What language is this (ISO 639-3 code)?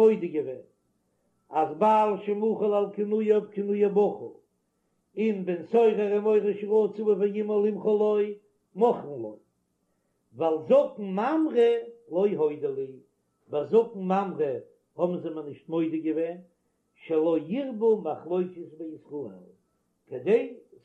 yid